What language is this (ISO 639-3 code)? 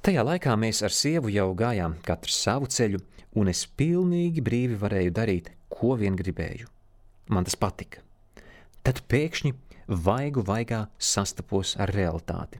lav